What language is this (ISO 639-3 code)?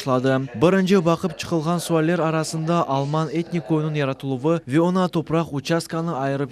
crh